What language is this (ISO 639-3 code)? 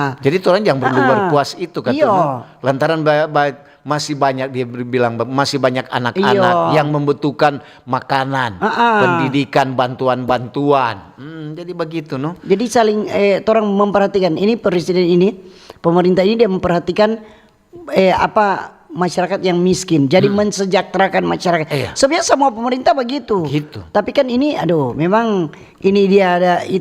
xmm